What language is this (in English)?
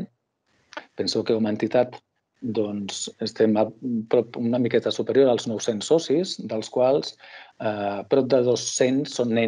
Catalan